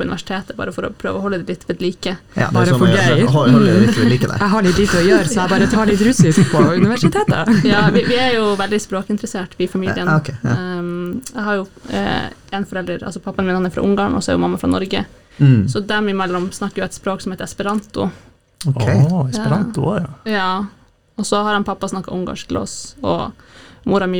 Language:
Norwegian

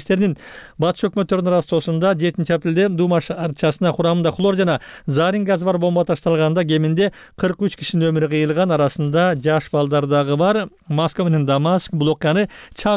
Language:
Kyrgyz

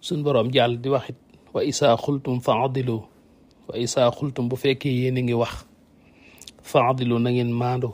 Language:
Wolof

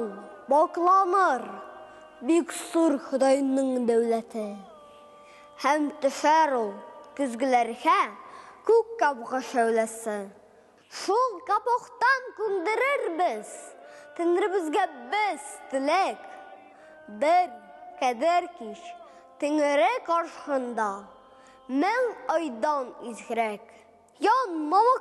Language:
Tatar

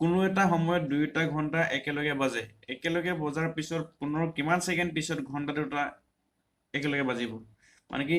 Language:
Assamese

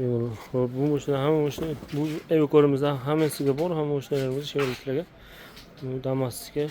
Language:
Uzbek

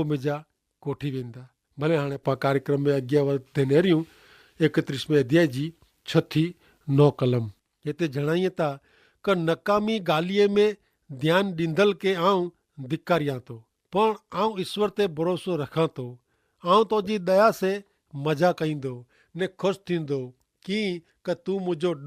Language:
Kachhi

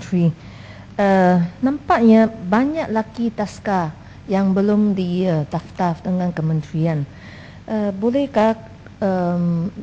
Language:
Malay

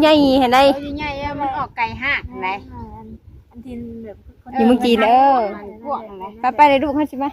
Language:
Northeastern Thai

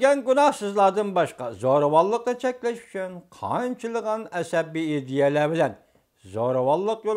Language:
Uyghur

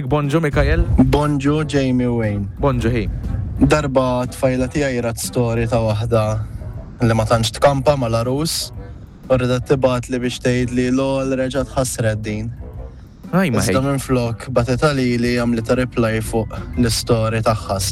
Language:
Maltese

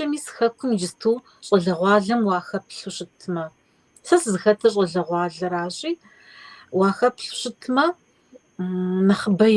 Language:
Kabardian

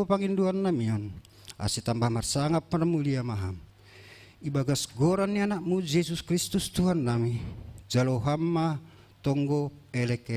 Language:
Batak Simalungun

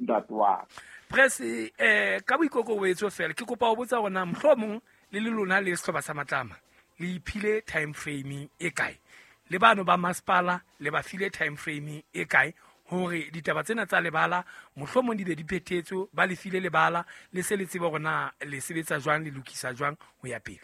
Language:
Southern Sotho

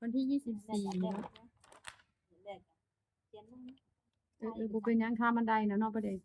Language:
Northeastern Thai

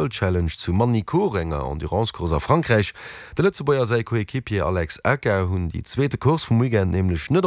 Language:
Luxembourgish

